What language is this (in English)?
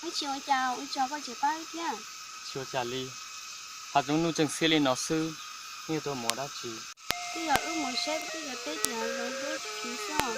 Hmong